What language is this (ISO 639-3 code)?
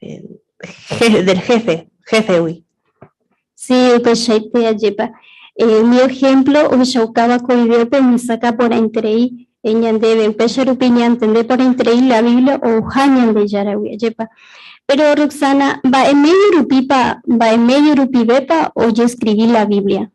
grn